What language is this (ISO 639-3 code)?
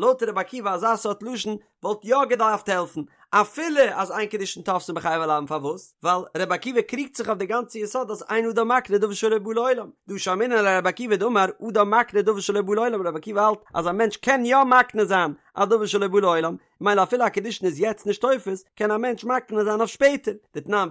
yid